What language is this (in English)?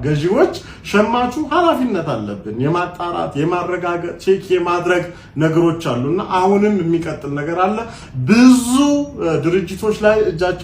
Amharic